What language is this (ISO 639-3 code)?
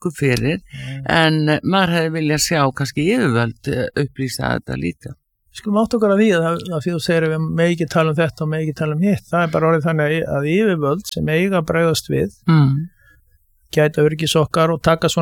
isl